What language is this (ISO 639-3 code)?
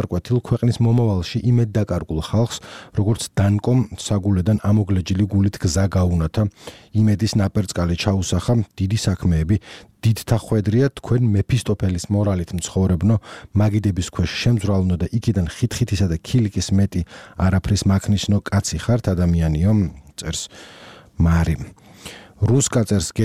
kat